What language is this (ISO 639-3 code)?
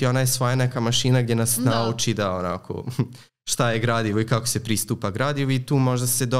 srp